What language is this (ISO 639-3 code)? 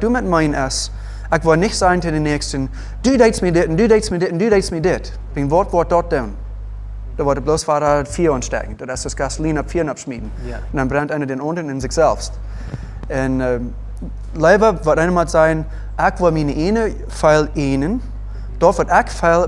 pdt